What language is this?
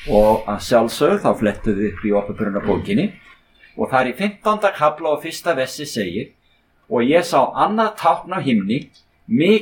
Icelandic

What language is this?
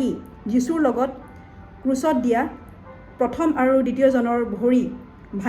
Assamese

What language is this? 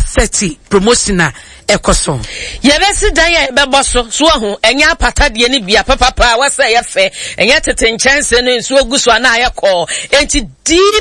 Akan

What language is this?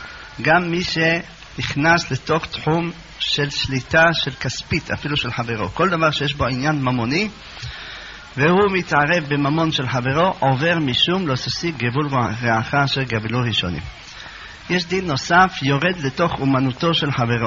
Hebrew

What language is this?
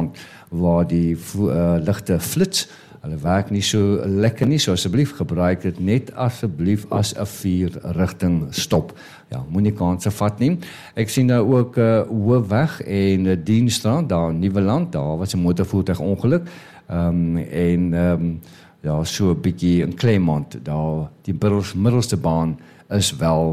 Afrikaans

